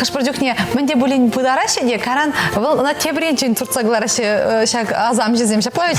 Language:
Chuvash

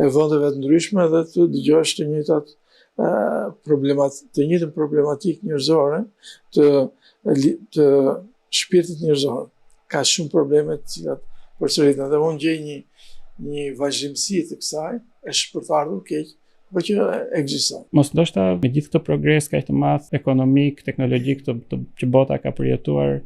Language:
Albanian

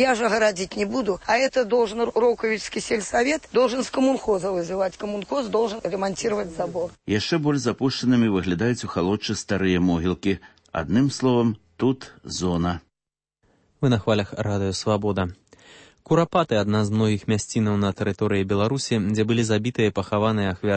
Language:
Belarusian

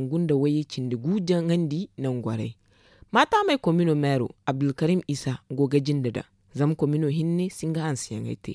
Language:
Zarma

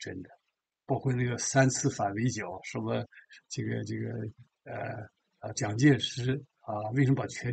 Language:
Chinese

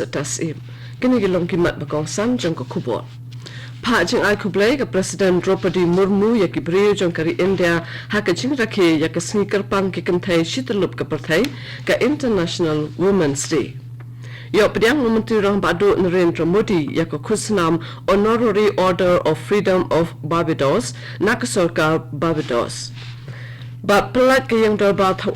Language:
Khasi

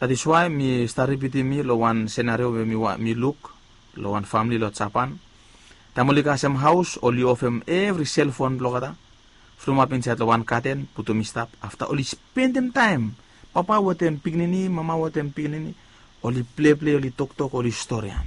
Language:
Bislama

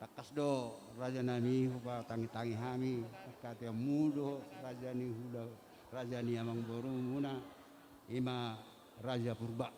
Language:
Batak Simalungun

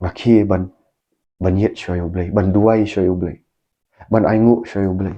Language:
Khasi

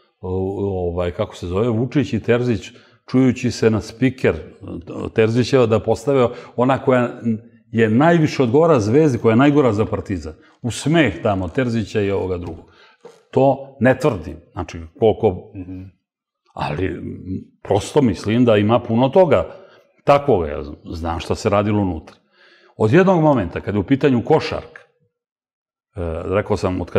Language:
Serbian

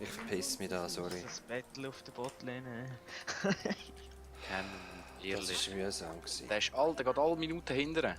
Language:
Swiss German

